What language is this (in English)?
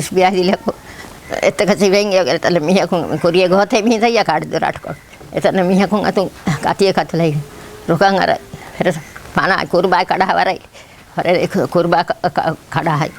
Divehi